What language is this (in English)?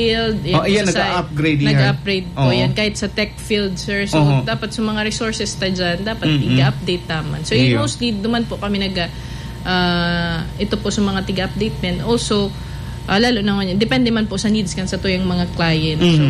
Bikol